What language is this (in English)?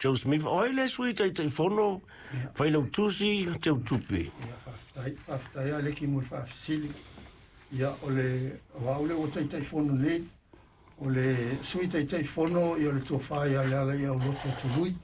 Samoan